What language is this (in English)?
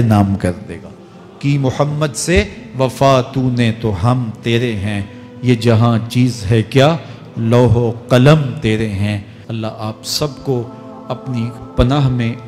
Urdu